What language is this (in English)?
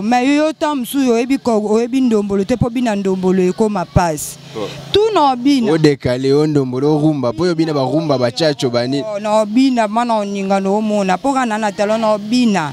Lingala